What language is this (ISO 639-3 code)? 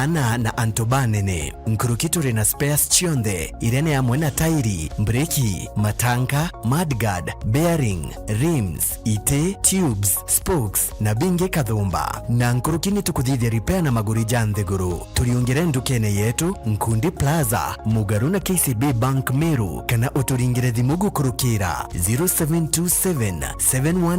mer